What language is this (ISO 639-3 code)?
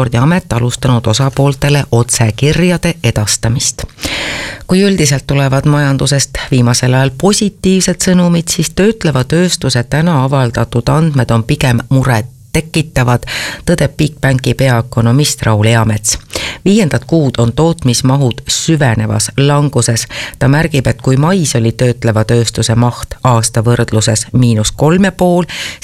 est